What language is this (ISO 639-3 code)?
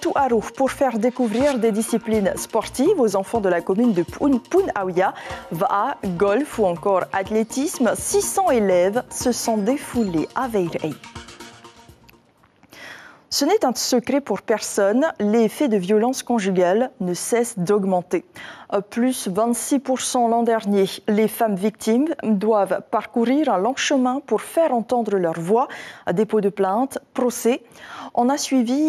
fra